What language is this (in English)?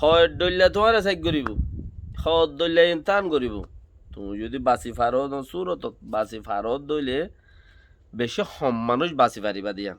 Rohingya